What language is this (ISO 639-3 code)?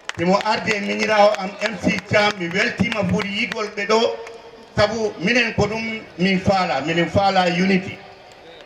ful